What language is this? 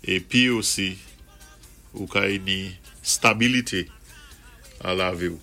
Saint Lucian Creole French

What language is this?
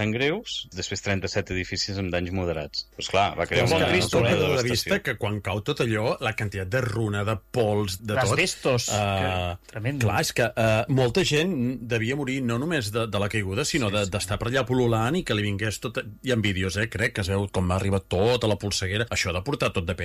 Catalan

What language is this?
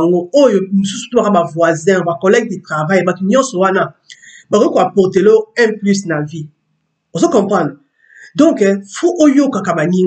Lingala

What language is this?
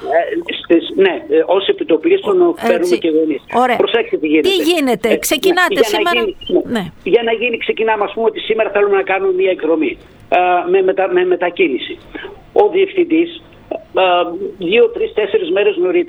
Greek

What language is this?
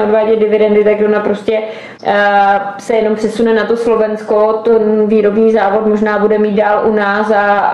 Czech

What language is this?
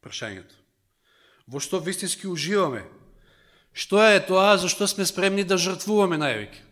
Macedonian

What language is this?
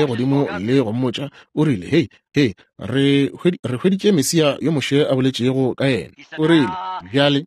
Northern Sotho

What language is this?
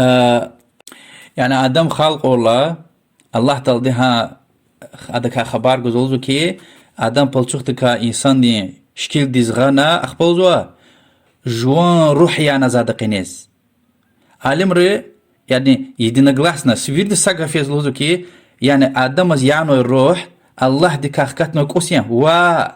Lezghian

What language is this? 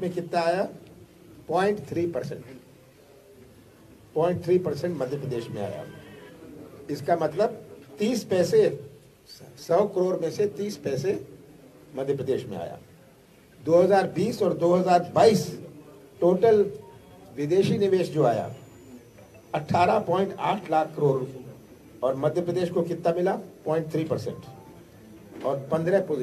Hindi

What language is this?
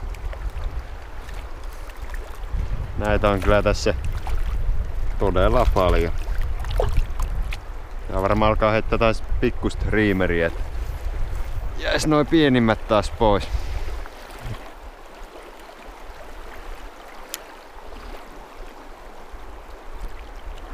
Finnish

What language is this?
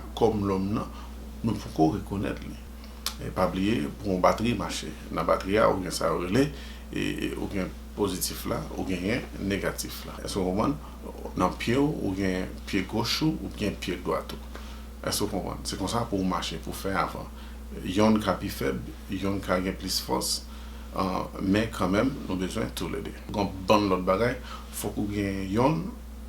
Haitian Creole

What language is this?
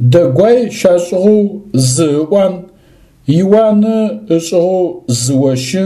Adyghe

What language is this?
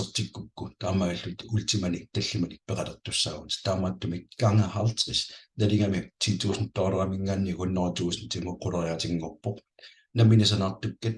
Kalaallisut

